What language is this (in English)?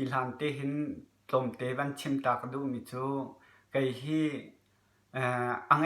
Hakha Chin